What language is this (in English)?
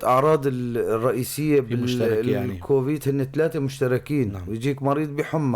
North Levantine Arabic